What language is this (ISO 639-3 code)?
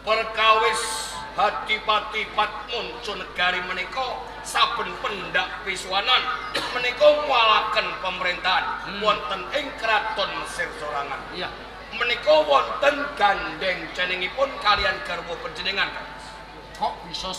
jav